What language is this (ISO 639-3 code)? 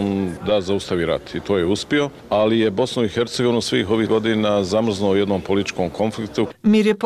bos